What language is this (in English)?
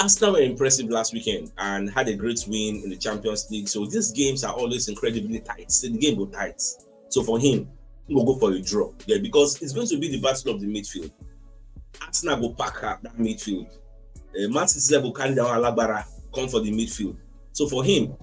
Nigerian Pidgin